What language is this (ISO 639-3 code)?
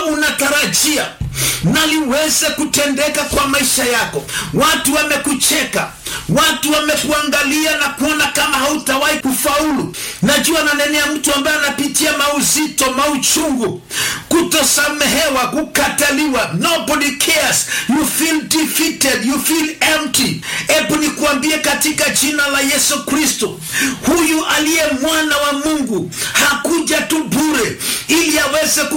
swa